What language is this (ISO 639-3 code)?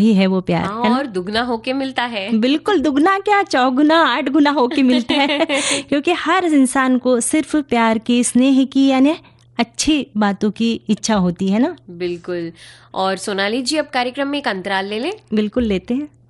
hin